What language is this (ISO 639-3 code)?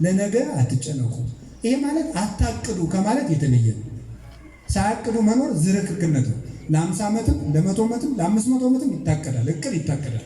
amh